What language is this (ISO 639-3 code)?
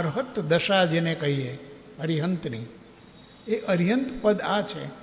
guj